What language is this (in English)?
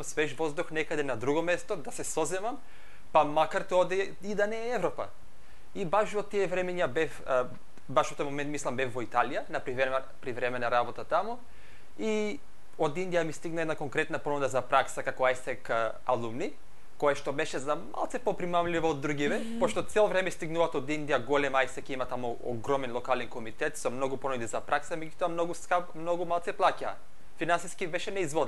Macedonian